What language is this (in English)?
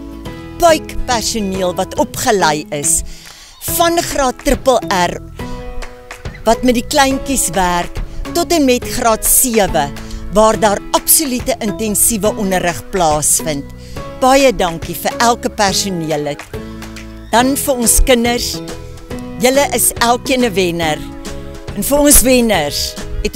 Afrikaans